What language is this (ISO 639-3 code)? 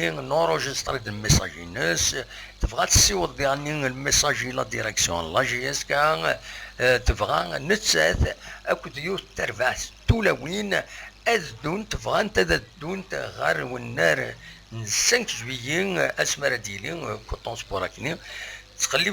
kab